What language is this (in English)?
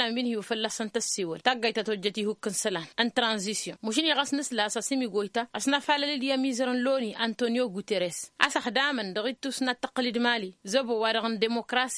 Tamasheq